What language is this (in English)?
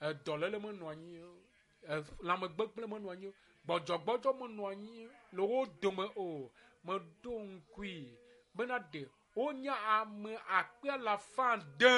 Ewe